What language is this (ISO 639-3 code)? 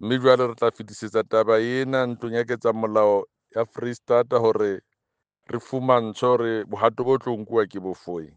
sot